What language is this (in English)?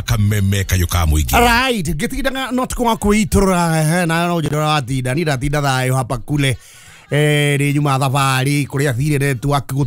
Kikuyu